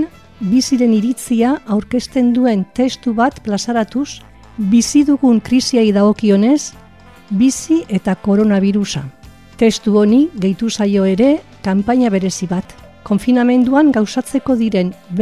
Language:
Basque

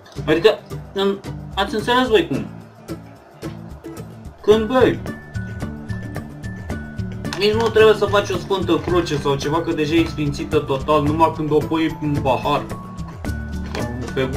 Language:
Romanian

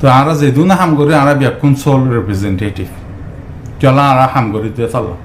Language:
Rohingya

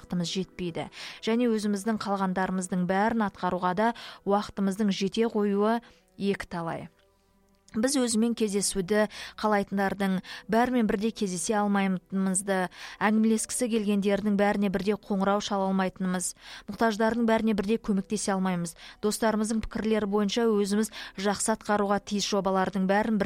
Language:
Kazakh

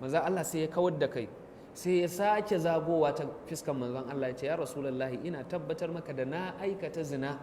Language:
Hausa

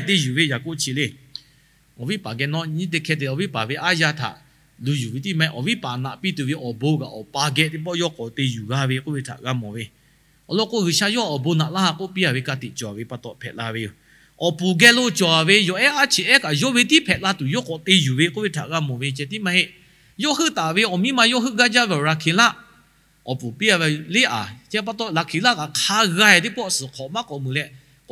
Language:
Lahu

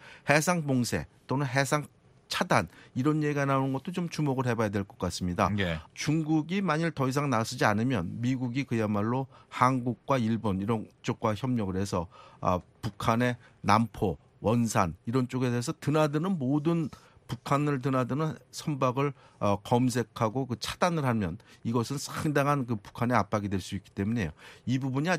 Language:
Korean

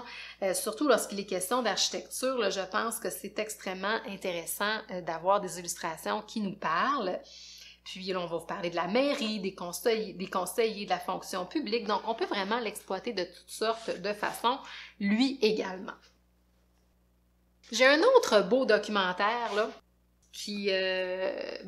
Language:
French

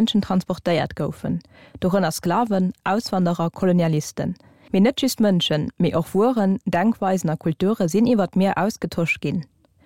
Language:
Luxembourgish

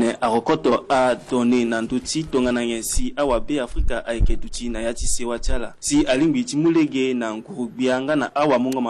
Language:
Sango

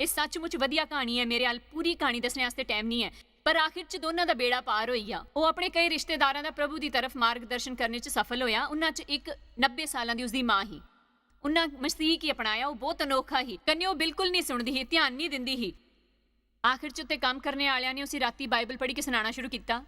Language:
Dogri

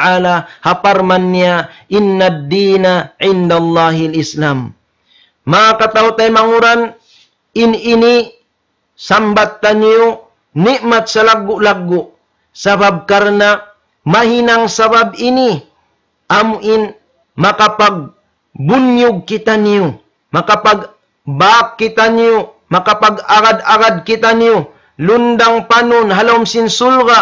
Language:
Tausug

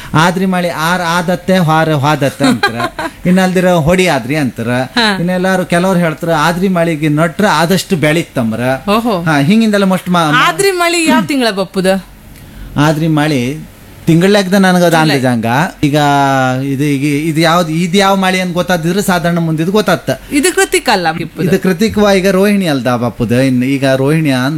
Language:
Kannada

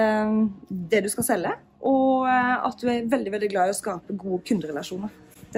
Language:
Norwegian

